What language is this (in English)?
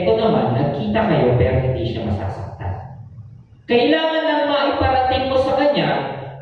Filipino